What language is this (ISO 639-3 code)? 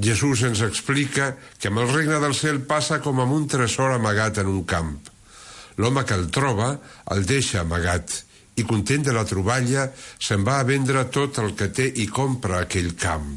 cat